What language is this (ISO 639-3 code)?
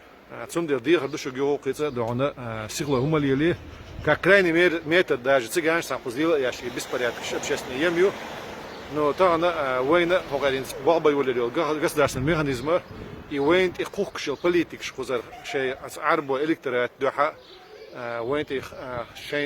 che